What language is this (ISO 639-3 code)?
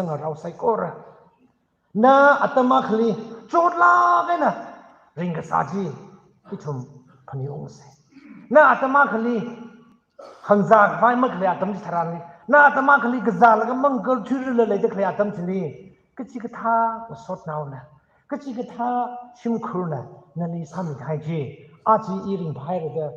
nmf